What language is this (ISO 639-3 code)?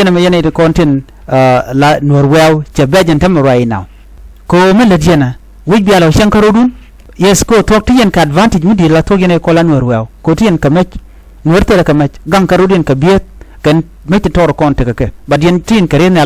nus